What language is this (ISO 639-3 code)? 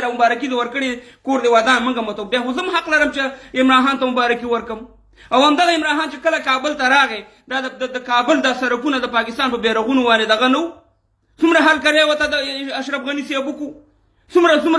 pus